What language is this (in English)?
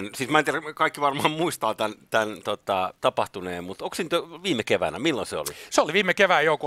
Finnish